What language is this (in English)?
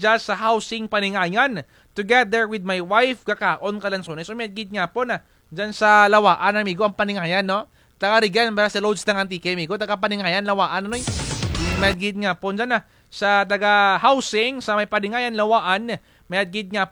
Kinaray-a